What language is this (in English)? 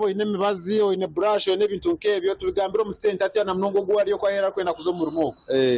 Nyankole